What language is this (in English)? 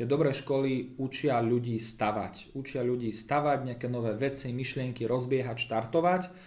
Slovak